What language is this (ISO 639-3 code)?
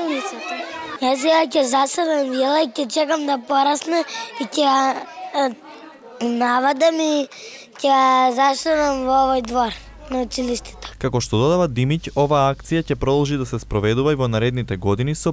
mkd